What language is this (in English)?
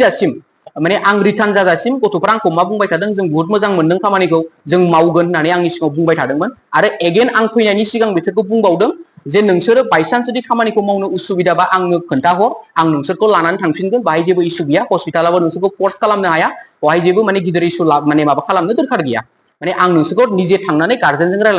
Bodo